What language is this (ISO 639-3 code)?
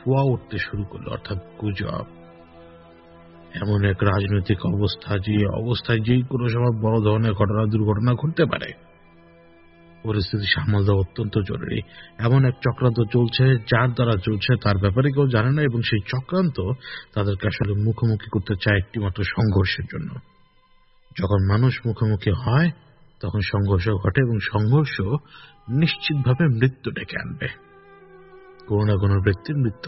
ben